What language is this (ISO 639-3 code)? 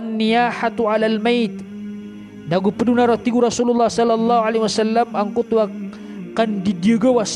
mrw